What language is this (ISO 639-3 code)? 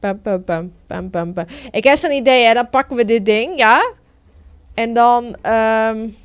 fry